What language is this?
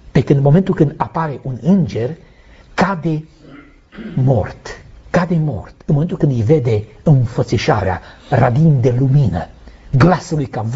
Romanian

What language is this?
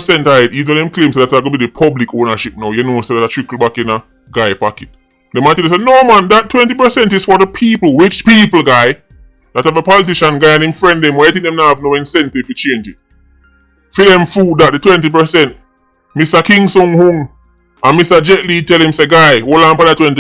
Jamaican Creole English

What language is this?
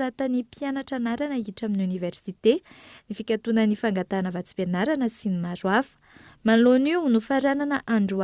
Malagasy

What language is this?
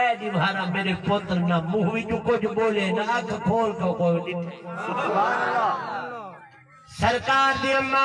Saraiki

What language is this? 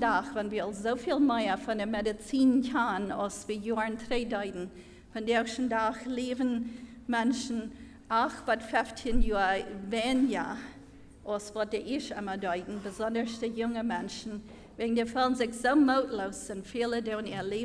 Plautdietsch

